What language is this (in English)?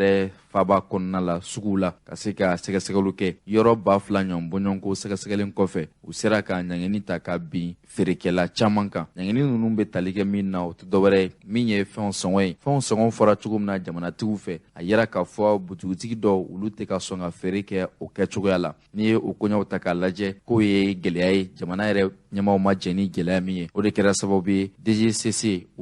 Bambara